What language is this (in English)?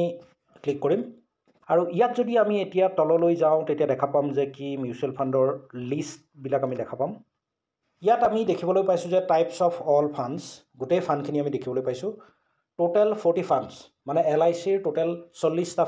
Assamese